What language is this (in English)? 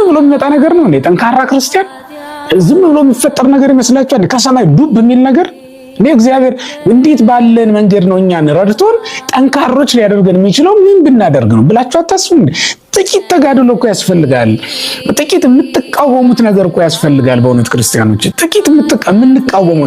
Amharic